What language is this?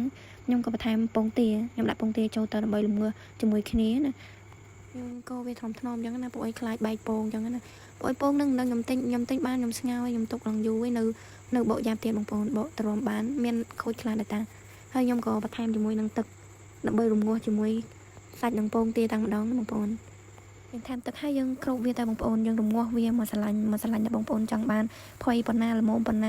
Khmer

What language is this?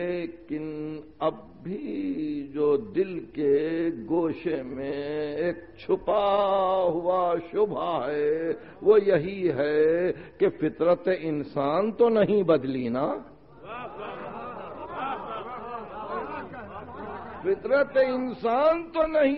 Urdu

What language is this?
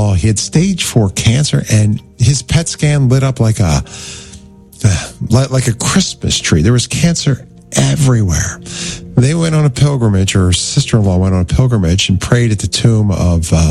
English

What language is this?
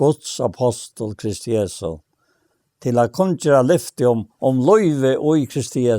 Faroese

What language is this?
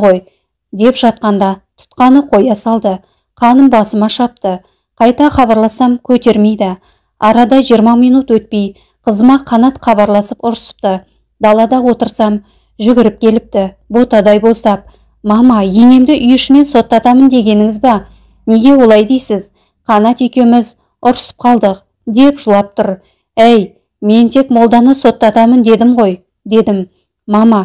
Kazakh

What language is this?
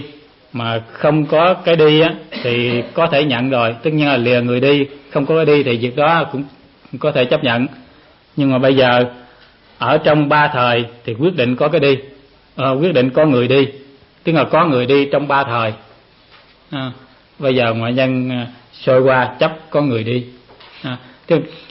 Vietnamese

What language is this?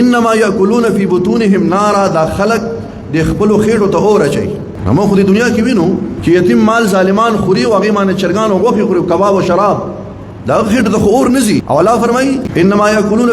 Pashto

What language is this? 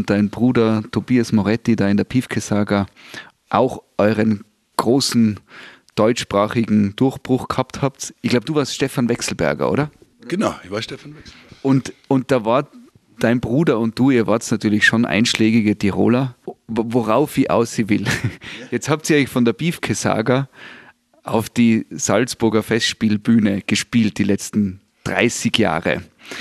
German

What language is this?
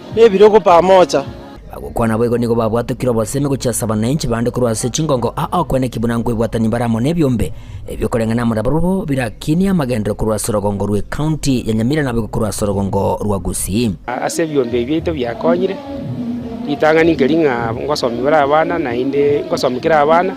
Gusii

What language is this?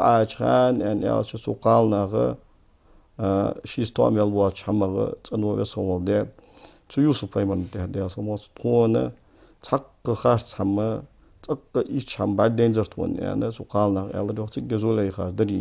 Ingush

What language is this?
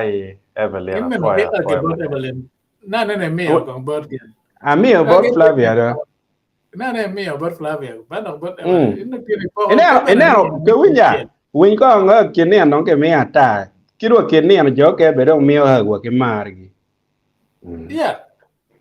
Acoli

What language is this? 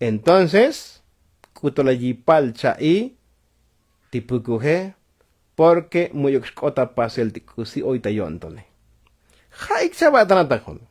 Tzotzil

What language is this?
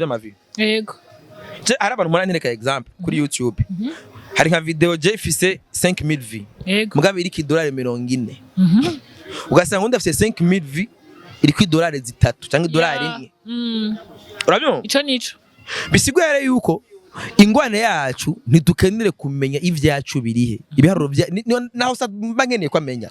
Rundi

